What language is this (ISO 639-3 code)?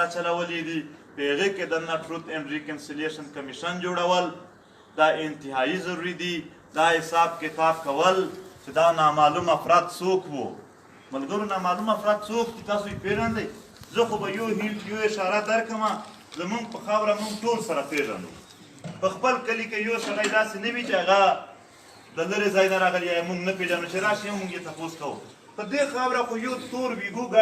pus